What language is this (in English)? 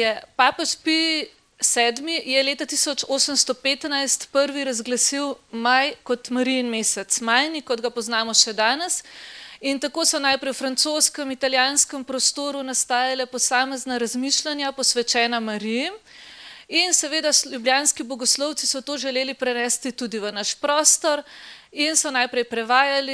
Slovenian